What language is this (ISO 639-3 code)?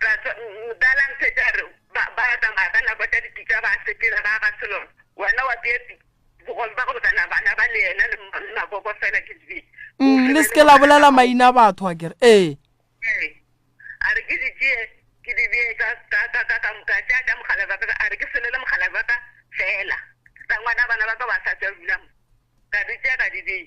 nso